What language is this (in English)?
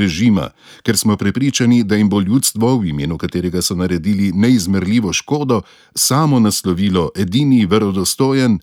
Slovenian